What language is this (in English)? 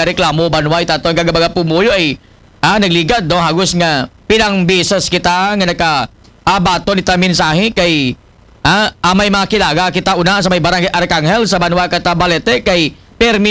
Aklanon